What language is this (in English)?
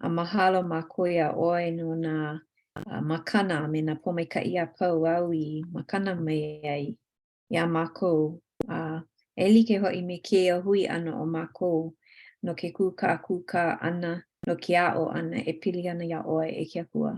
Hawaiian